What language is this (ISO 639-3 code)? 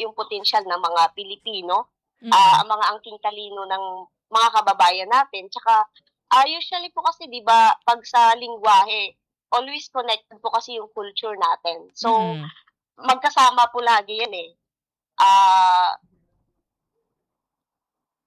fil